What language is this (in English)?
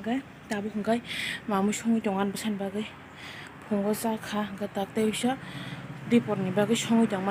Kok Borok